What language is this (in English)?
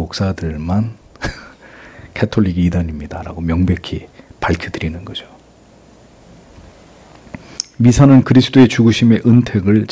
Korean